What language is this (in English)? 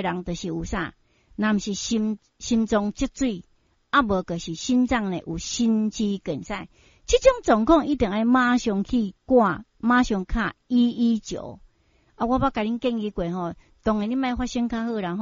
Min Nan Chinese